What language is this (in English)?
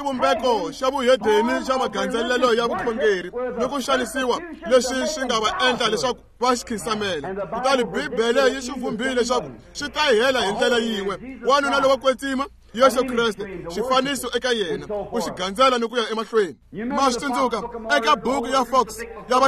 Tsonga